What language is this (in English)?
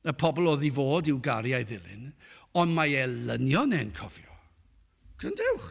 Welsh